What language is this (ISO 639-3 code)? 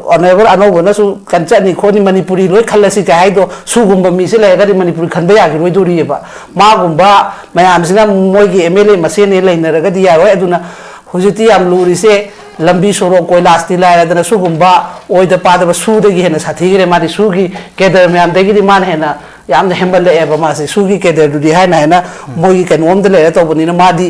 mni